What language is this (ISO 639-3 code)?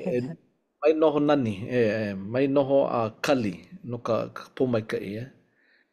haw